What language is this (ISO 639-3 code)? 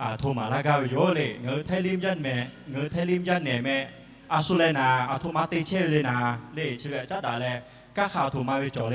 lhu